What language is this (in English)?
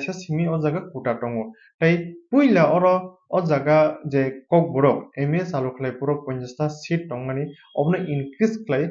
Kok Borok